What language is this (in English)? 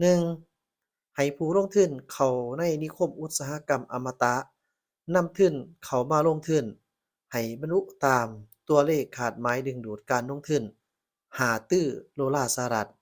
Lao